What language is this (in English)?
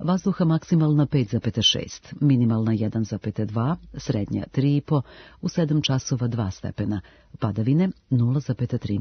Serbian